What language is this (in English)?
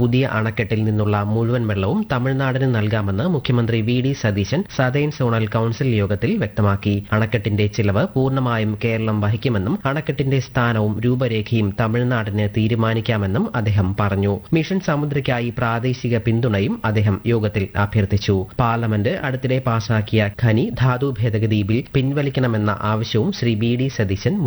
Malayalam